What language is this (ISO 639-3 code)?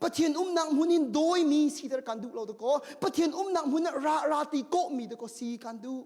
cnh